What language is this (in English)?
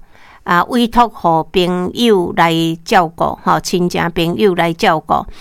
Min Nan Chinese